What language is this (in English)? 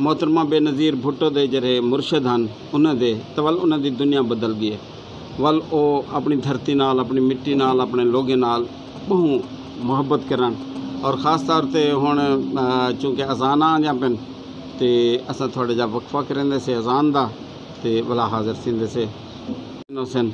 Saraiki